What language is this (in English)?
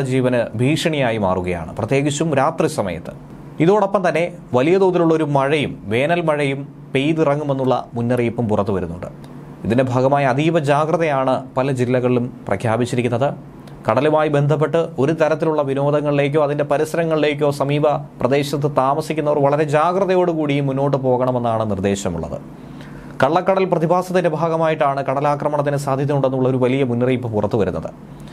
Malayalam